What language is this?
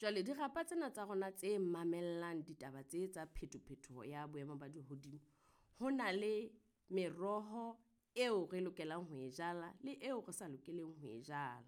Southern Sotho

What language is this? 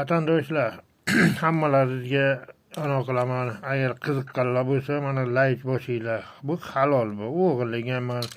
Uzbek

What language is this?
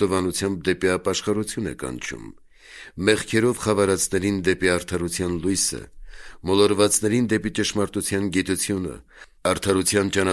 Armenian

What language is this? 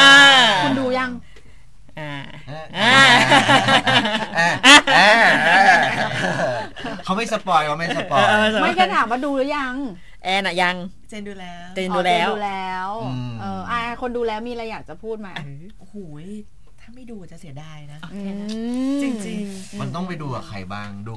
Thai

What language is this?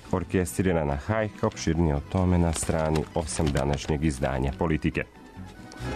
Serbian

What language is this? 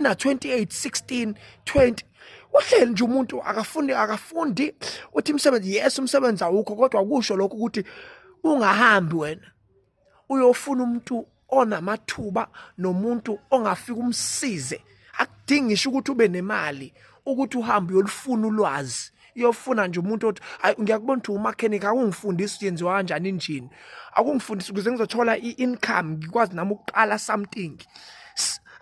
Zulu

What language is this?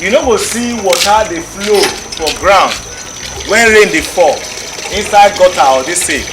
Nigerian Pidgin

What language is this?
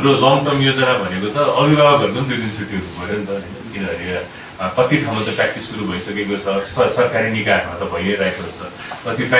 Nepali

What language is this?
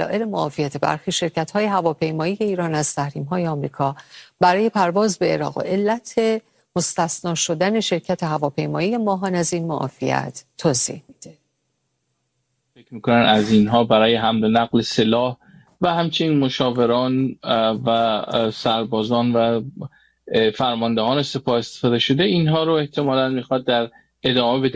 Persian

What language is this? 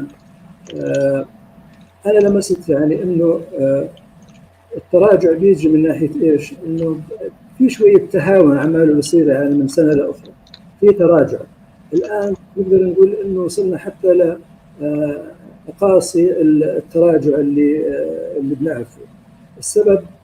North Levantine Arabic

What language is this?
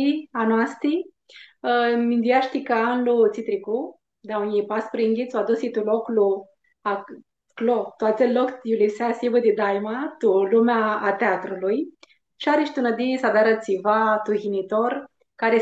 Aromanian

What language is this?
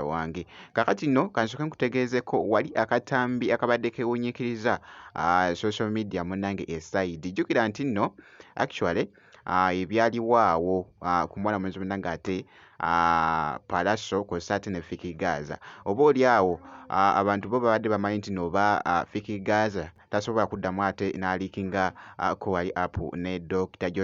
Ganda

